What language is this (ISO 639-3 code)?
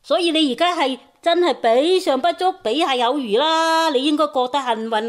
yue